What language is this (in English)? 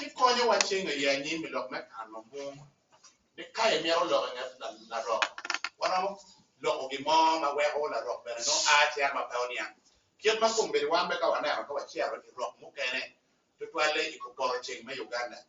Acoli